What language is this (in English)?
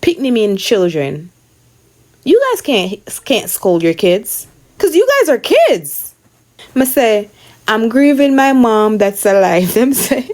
Jamaican Creole English